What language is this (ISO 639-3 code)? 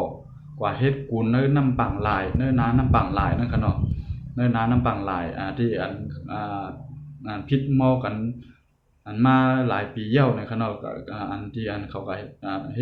shn